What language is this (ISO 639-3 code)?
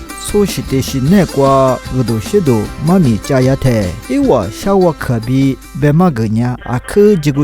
lis